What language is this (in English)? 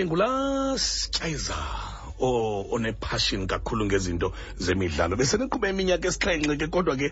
Xhosa